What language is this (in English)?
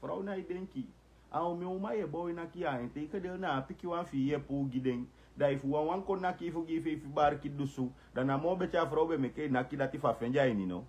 Sranan Tongo